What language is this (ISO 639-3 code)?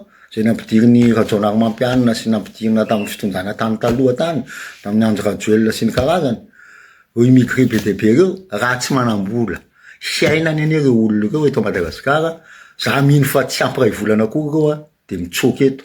mlg